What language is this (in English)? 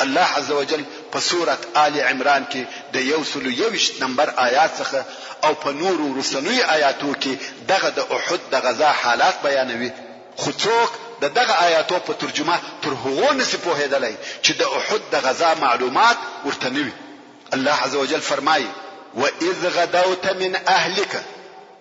Pashto